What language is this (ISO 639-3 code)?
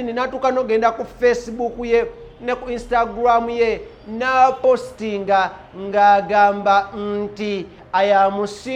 lug